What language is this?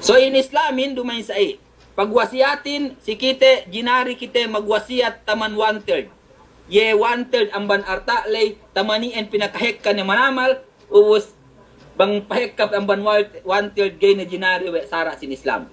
Yakan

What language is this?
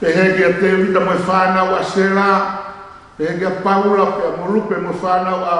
Tongan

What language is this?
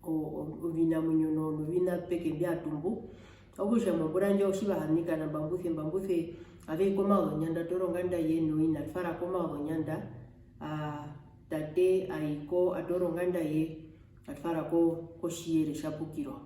Herero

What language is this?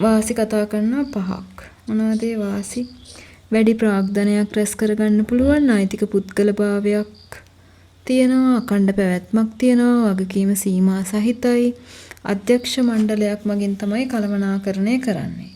Sinhala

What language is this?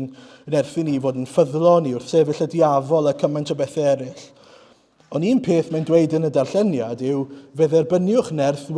Welsh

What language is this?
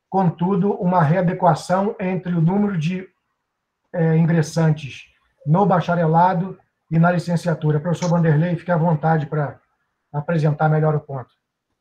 Portuguese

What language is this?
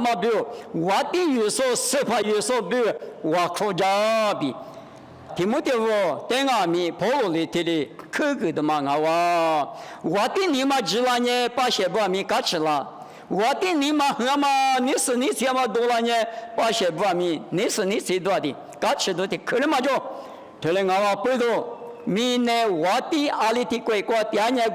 Lisu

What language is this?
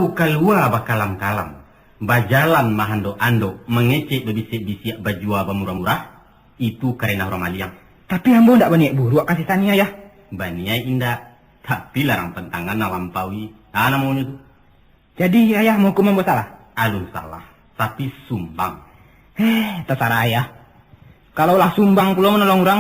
Minangkabau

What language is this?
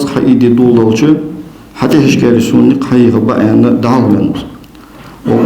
Ingush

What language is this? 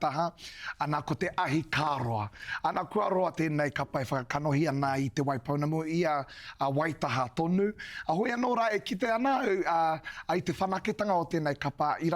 Māori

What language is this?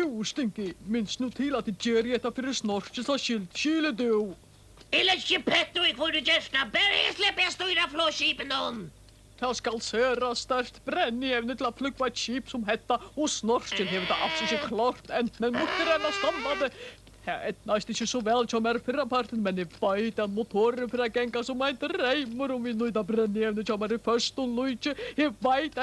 Faroese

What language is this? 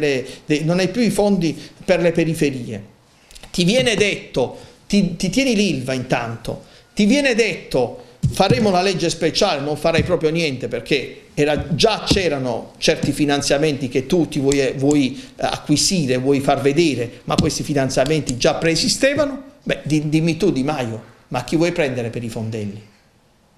Italian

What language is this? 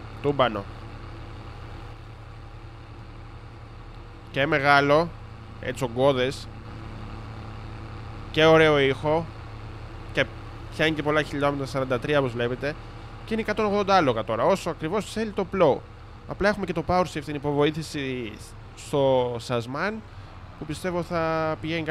Greek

